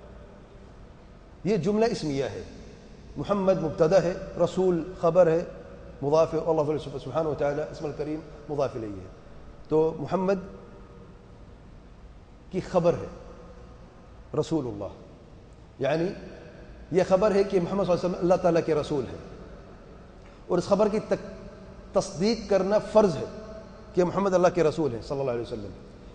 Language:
Urdu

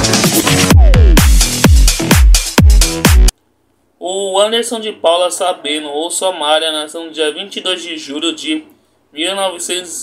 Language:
Portuguese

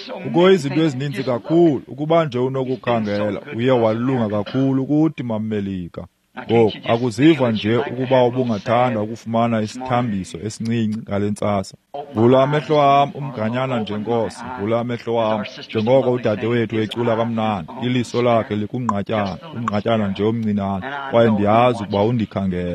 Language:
Xhosa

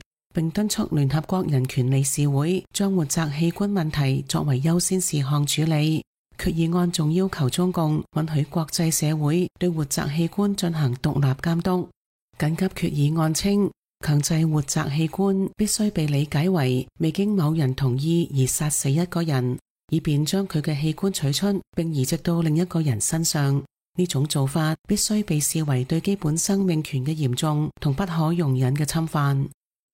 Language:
Cantonese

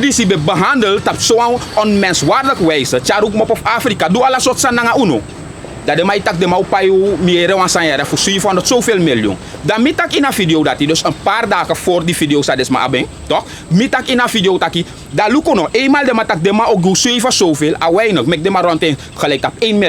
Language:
Sranan Tongo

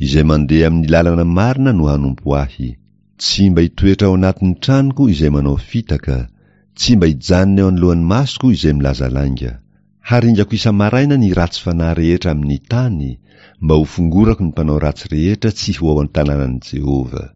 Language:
Malagasy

